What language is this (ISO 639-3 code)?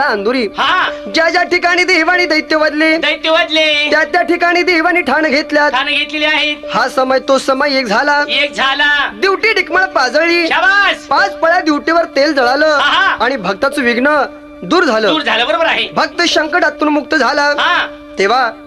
mar